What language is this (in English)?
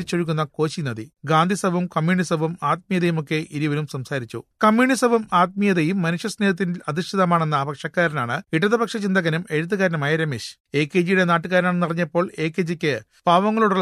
Malayalam